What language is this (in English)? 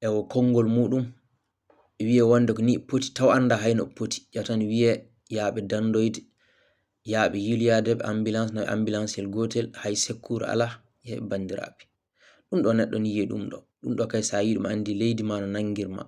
Fula